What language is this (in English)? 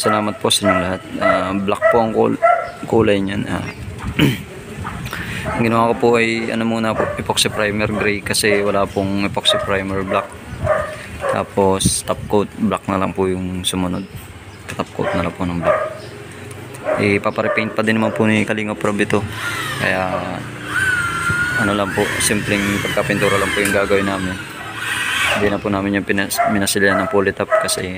Filipino